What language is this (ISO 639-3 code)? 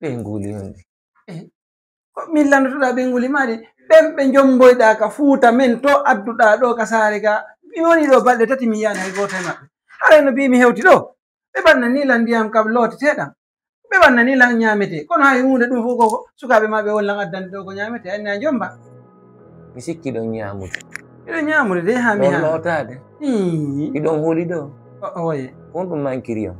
ful